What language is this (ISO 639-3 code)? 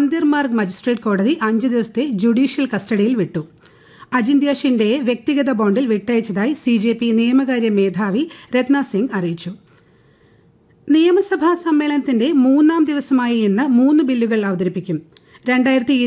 mal